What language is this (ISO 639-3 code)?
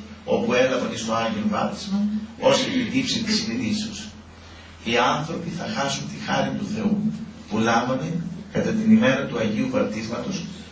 ell